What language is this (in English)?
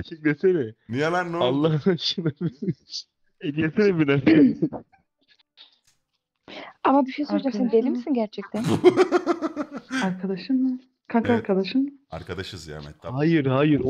Turkish